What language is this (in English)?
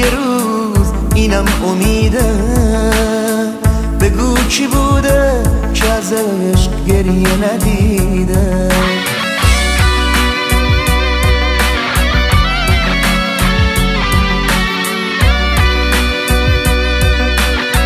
Persian